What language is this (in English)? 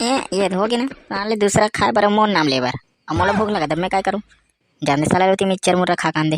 Chhattisgarhi